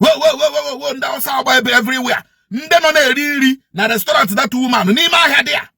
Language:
Igbo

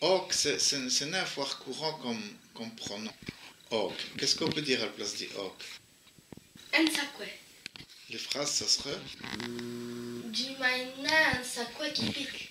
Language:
Walloon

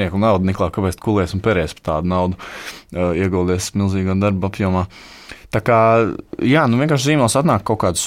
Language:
Latvian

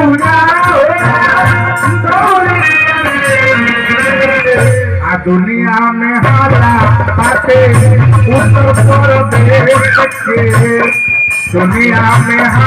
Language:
Bhojpuri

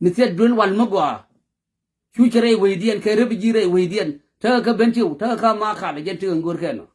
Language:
Nuer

